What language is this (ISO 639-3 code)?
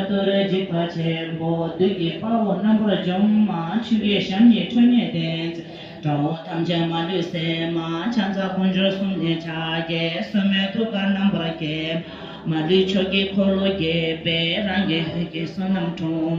bod